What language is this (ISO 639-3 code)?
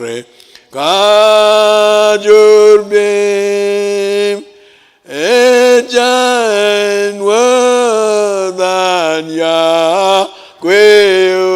mah